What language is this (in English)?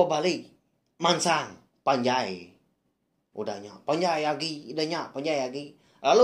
Iban